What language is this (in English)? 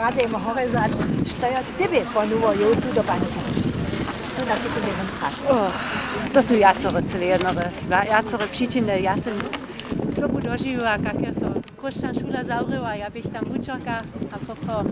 Upper Sorbian